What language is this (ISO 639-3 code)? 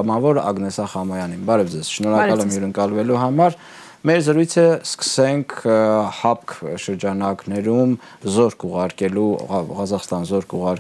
hye